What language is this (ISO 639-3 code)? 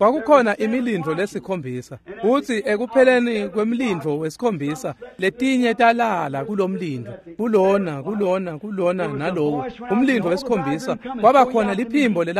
ssw